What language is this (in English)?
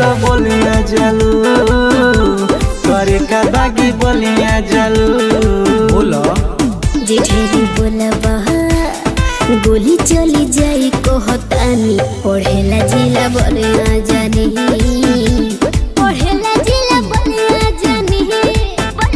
Bhojpuri